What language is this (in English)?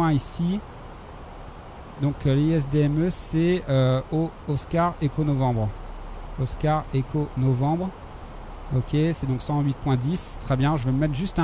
French